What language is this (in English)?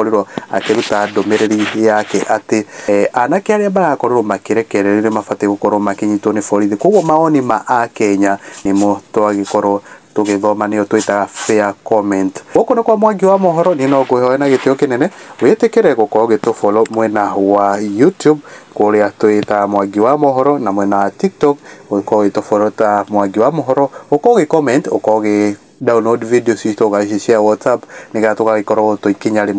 Kikuyu